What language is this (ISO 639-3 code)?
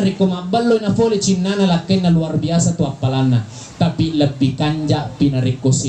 bug